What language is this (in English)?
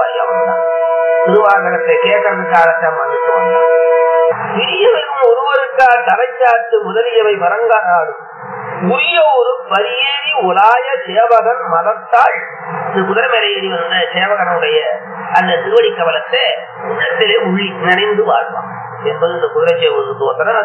Tamil